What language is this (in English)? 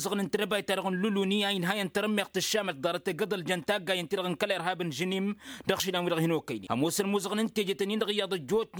Tamasheq